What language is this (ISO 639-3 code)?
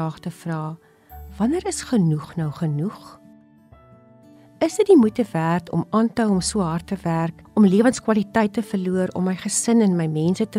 afr